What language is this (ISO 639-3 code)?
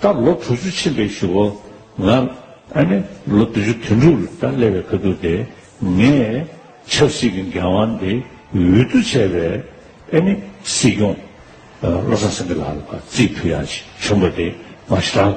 bod